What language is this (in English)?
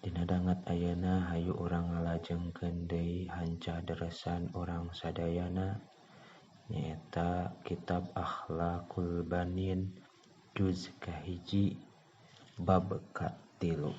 Sundanese